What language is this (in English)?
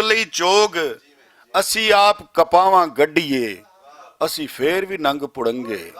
Western Panjabi